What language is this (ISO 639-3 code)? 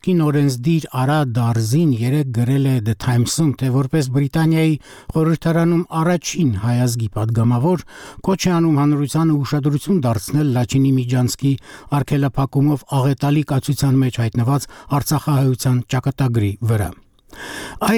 hye